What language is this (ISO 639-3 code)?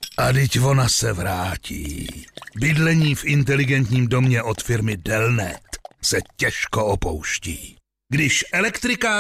ces